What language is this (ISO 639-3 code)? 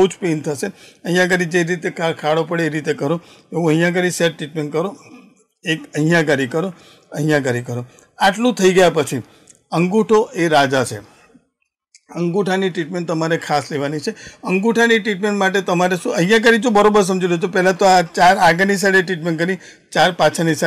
guj